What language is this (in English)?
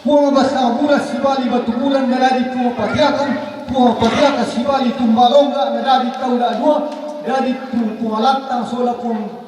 Toraja-Sa'dan